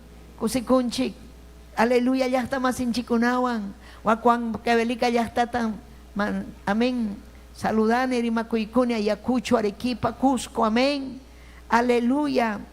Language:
Ayacucho Quechua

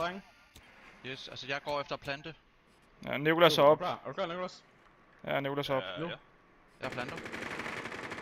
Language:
Danish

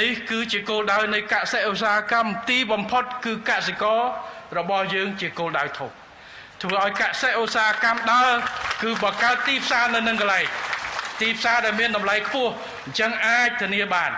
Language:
Khmer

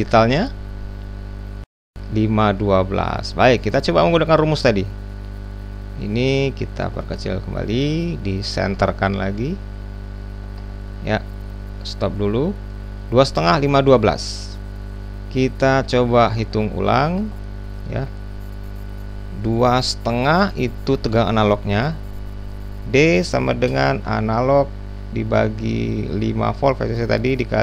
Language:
Indonesian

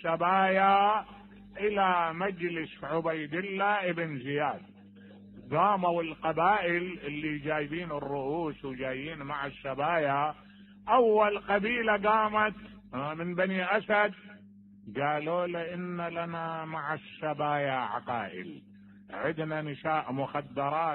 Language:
Mesopotamian Arabic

